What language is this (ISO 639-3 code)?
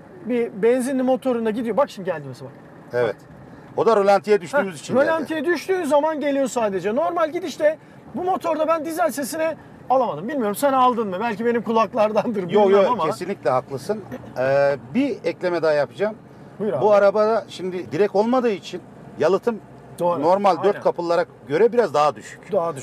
tur